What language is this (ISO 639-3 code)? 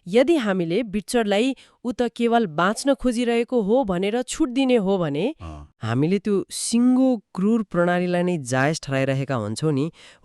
nep